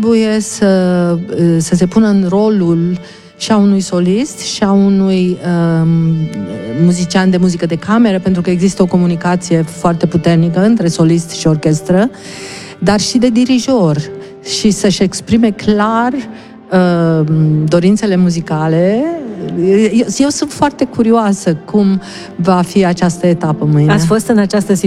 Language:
Romanian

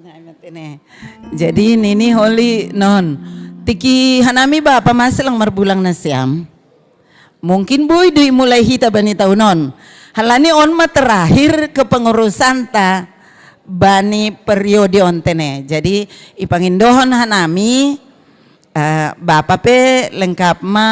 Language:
Batak Simalungun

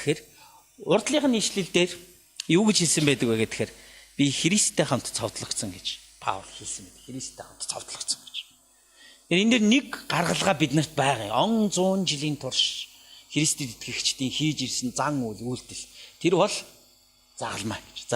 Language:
Mongolian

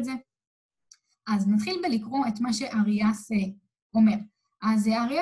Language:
Hebrew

